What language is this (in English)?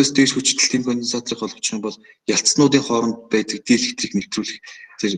Mongolian